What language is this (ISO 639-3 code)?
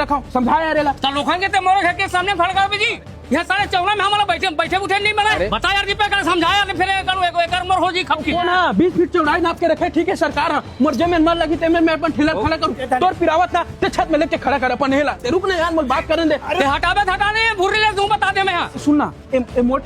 hne